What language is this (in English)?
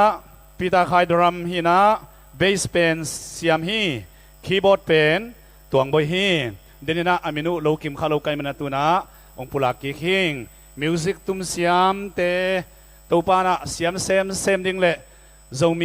Tedim Chin